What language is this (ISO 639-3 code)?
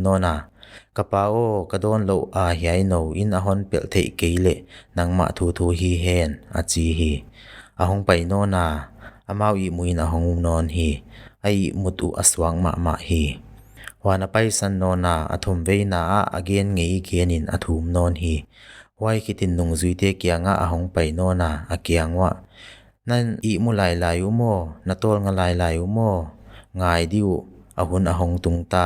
pck